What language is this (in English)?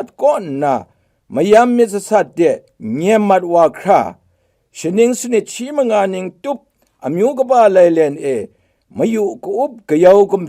Kachin